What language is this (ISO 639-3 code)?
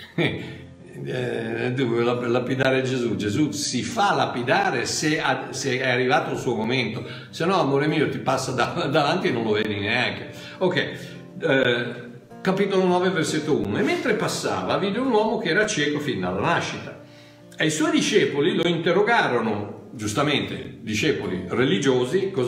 ita